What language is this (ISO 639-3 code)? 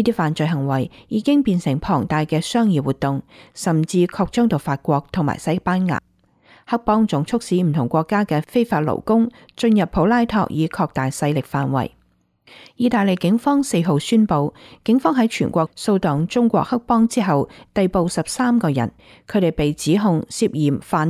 yue